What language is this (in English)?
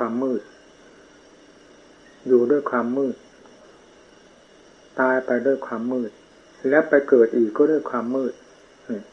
Thai